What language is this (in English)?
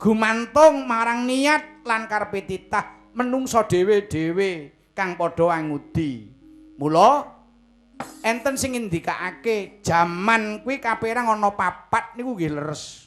Javanese